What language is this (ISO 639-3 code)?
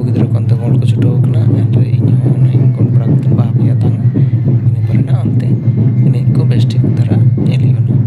sat